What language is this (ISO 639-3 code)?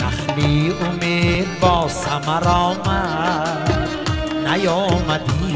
tgk